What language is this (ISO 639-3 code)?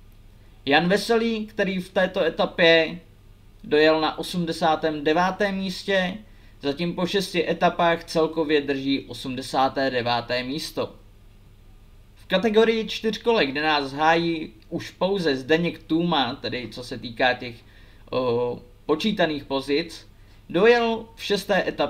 ces